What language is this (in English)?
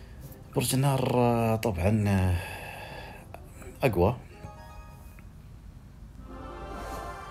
Arabic